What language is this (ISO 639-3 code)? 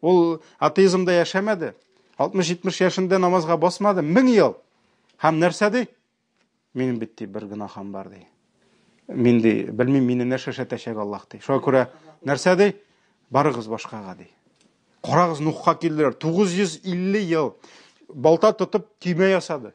tat